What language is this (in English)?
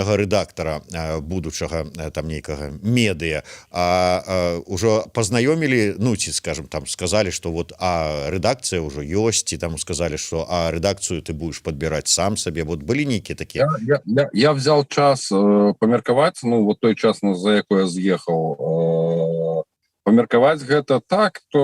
Belarusian